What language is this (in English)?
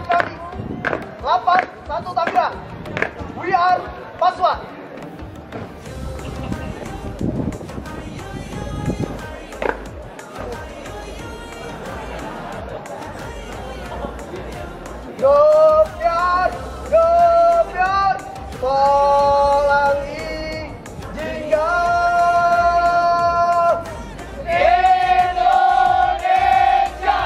Indonesian